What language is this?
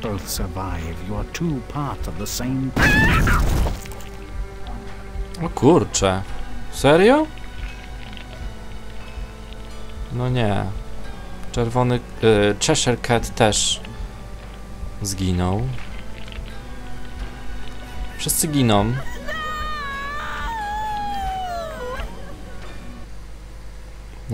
Polish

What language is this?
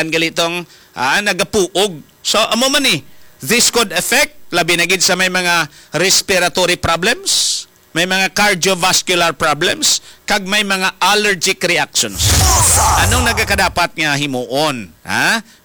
Hiligaynon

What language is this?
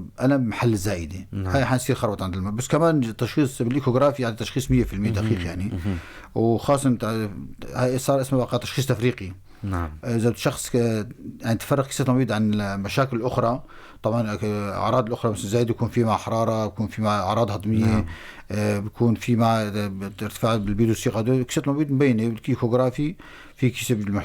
North Levantine Arabic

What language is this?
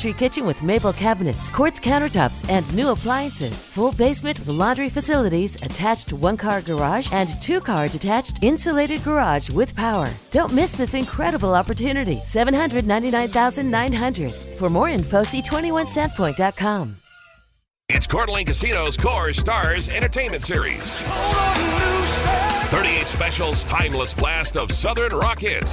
English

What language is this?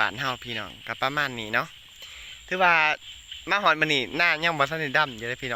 Lao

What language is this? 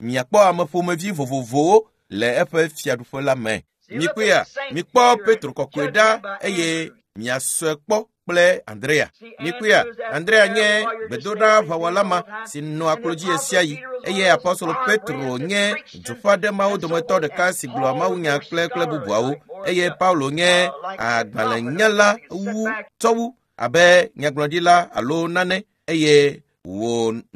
Ewe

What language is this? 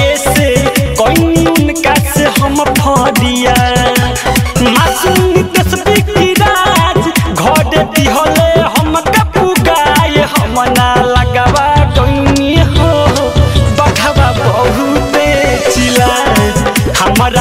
Bhojpuri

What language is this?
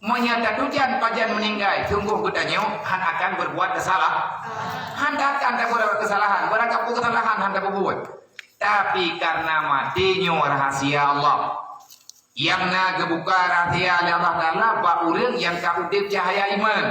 Achinese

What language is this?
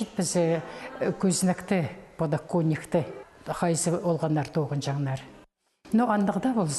Khakas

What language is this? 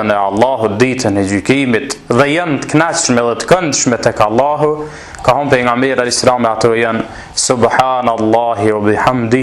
Albanian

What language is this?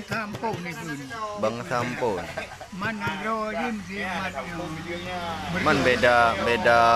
Achinese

